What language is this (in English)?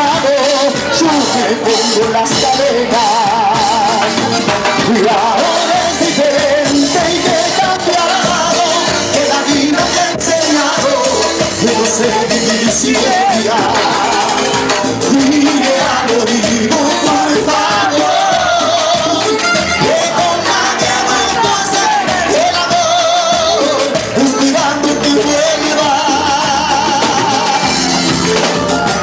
Spanish